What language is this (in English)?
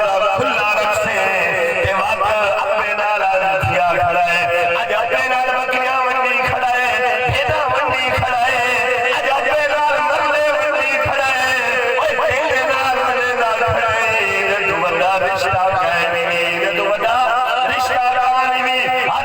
Saraiki